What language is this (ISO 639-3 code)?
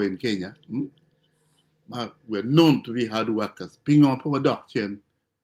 ach